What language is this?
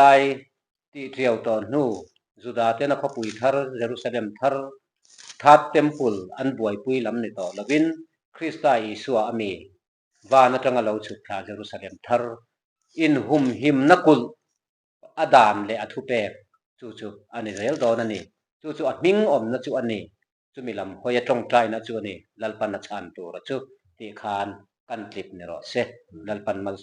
Mizo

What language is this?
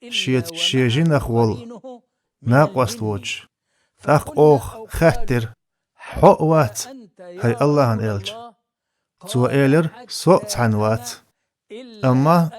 Chechen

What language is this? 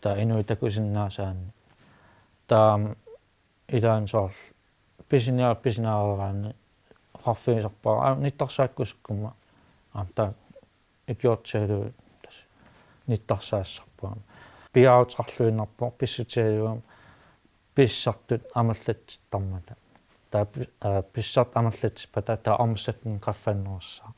Kalaallisut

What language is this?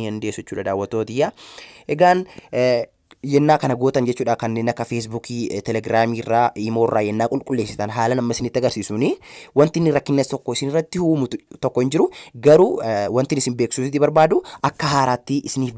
Oromo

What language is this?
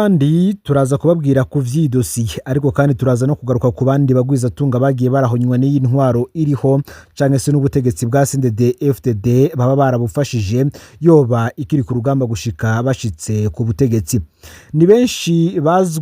Rundi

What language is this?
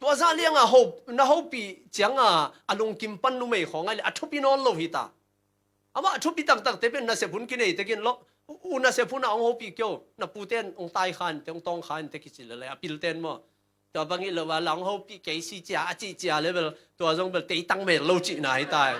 Tedim Chin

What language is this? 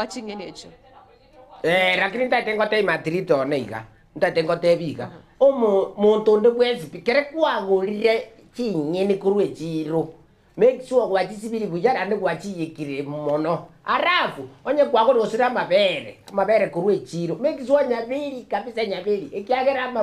Gusii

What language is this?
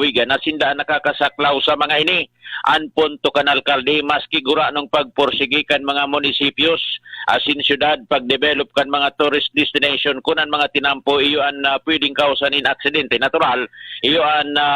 Bikol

